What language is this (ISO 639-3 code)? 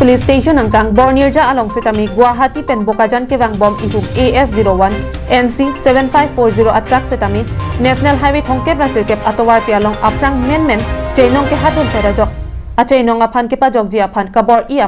mjw